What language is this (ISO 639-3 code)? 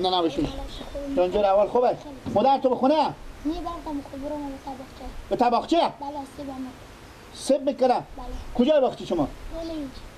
fas